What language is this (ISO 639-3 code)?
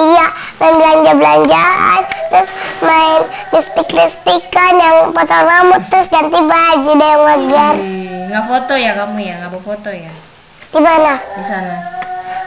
ind